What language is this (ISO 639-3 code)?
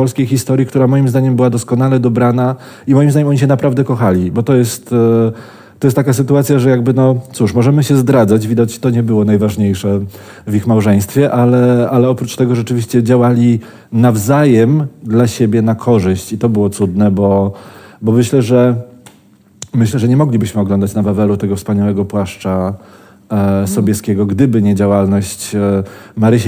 pol